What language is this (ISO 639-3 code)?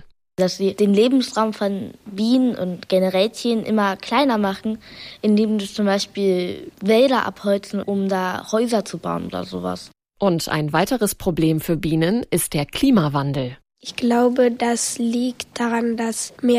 deu